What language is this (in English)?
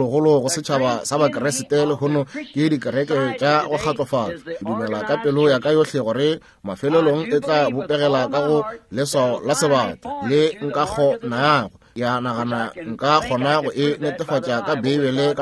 Northern Sotho